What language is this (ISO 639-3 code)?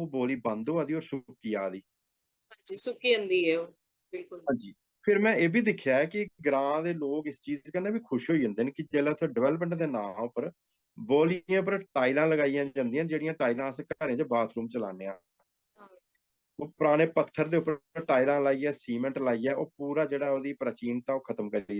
doi